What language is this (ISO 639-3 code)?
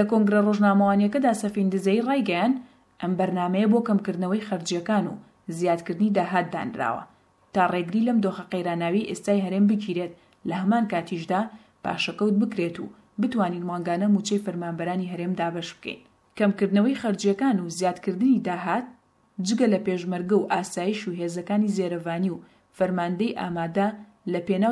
ckb